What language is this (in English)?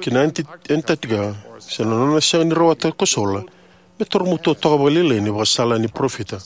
Fijian